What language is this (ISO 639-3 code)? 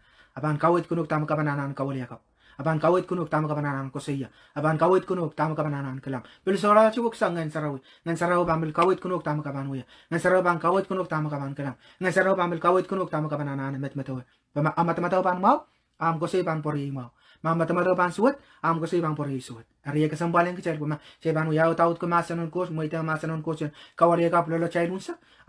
pon